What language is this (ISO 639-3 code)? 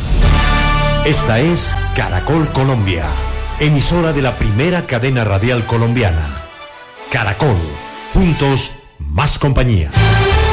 spa